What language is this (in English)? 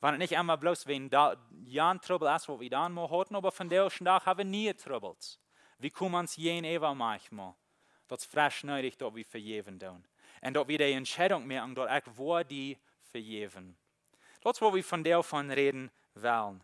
Plautdietsch